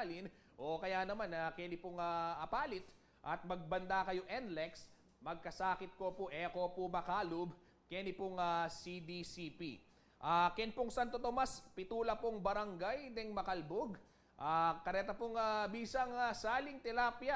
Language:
Pampanga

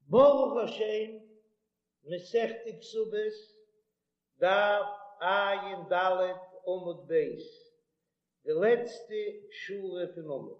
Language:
Yiddish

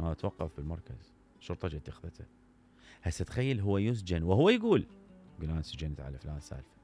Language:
Mesopotamian Arabic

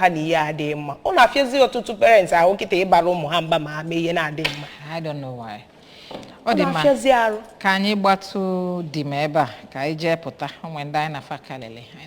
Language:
Igbo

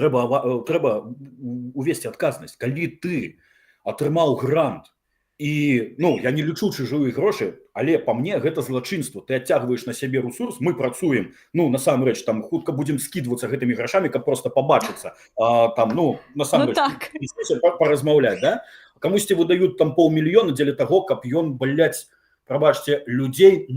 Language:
Belarusian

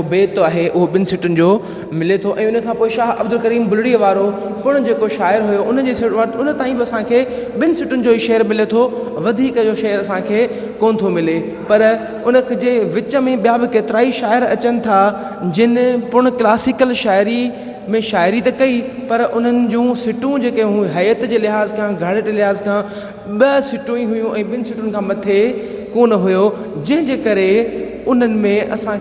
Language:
Sindhi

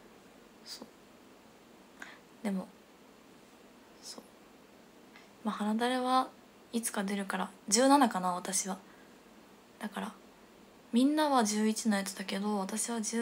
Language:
Japanese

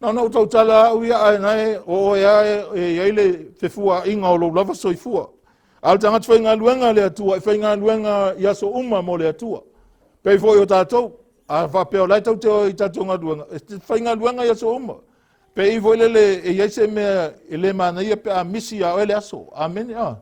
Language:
Samoan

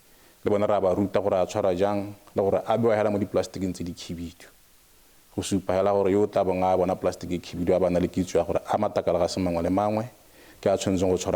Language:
Tswana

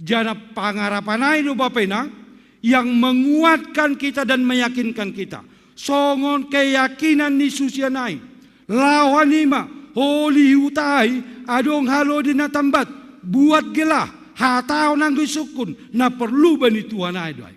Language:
Batak Simalungun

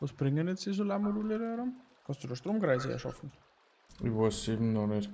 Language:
Bavarian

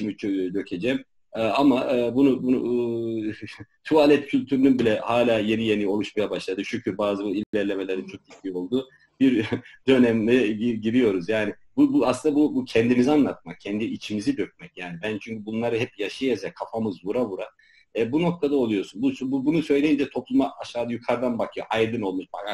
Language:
Turkish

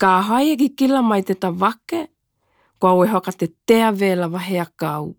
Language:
Tokelau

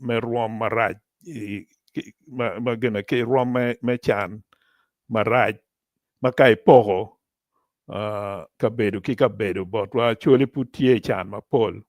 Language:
Acoli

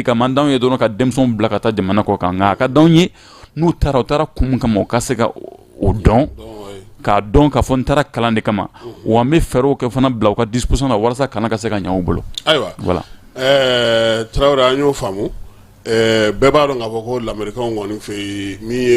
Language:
Bambara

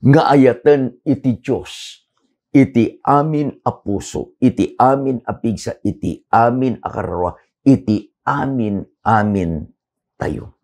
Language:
Iloko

